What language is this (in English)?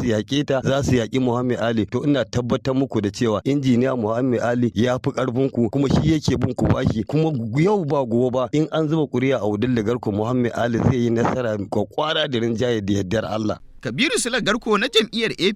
Hausa